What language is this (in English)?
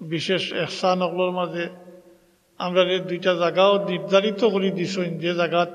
Sylheti